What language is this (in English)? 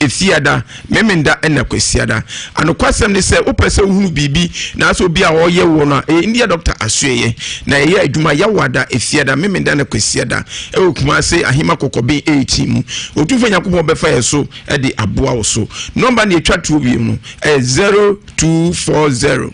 Akan